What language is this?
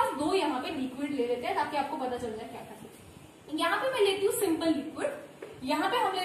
Hindi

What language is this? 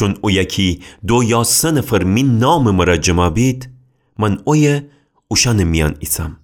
Gilaki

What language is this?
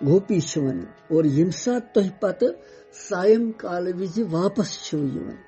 Kashmiri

